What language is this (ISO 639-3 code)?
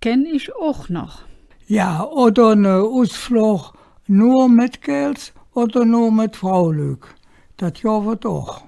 ksh